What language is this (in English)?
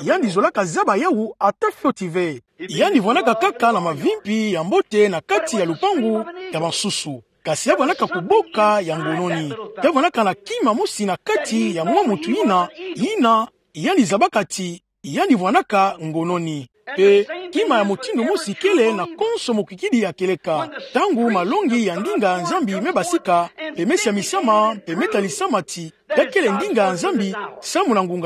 Kituba (Democratic Republic of Congo)